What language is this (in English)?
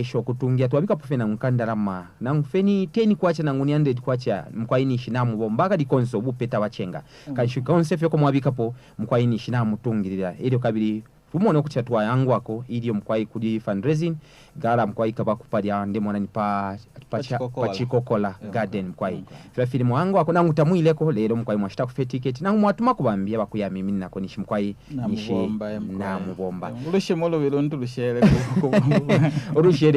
Bemba